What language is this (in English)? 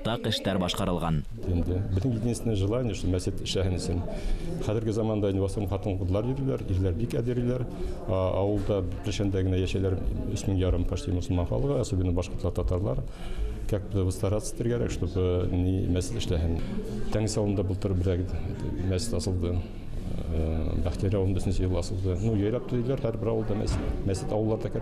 Bashkir